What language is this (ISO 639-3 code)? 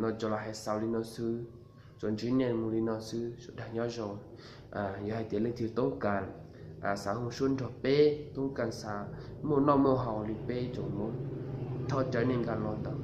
hmn